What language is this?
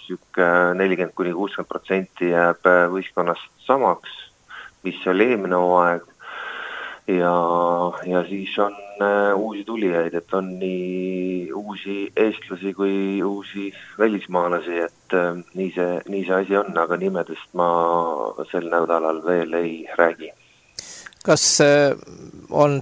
Estonian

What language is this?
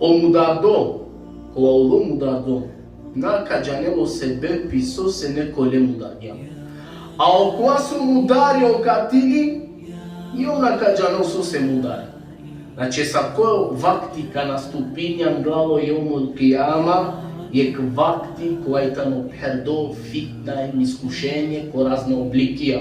Balkan Romani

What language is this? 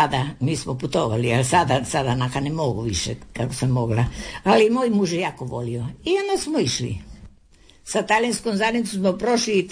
Croatian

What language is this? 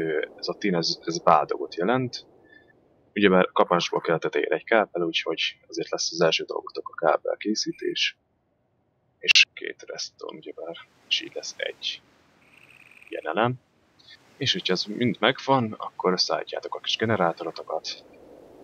Hungarian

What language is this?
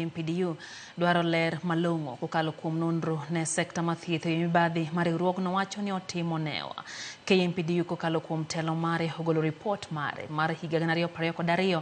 Luo (Kenya and Tanzania)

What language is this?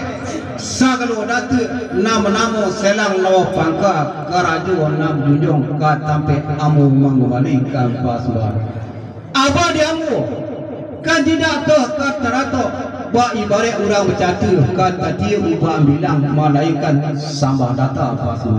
Minangkabau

